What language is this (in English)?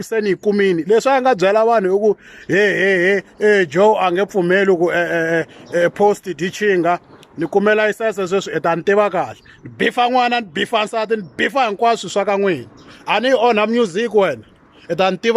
Tsonga